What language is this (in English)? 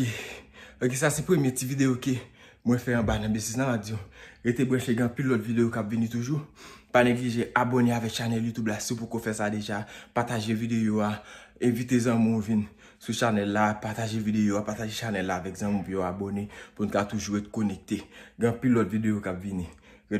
Haitian Creole